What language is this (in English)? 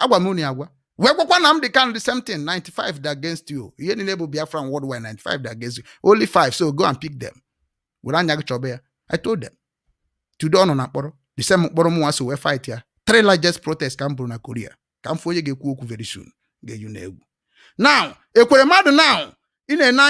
Igbo